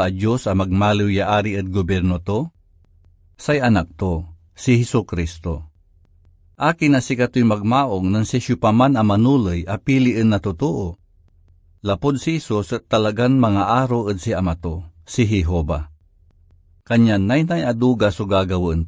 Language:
Pangasinan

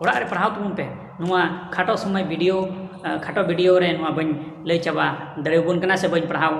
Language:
Santali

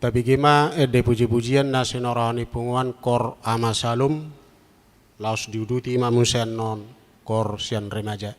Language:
Batak Toba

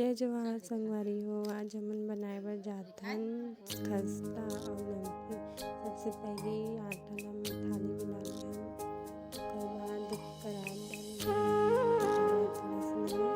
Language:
Chhattisgarhi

